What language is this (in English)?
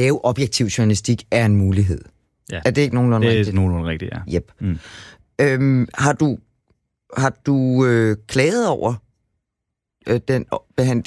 Danish